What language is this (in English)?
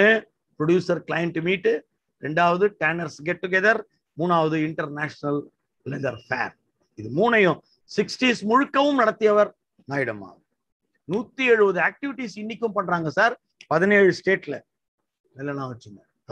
Tamil